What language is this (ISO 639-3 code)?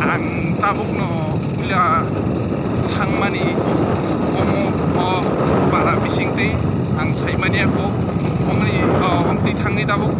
trp